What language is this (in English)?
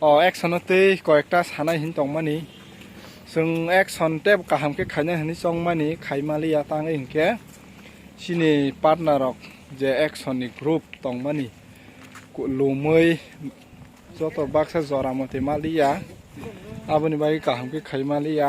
Kok Borok